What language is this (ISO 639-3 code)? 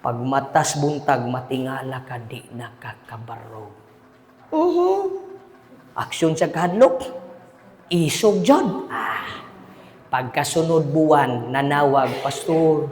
ceb